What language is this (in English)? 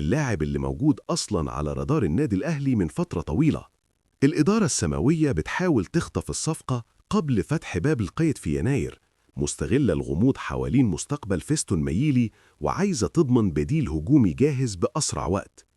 Egyptian Arabic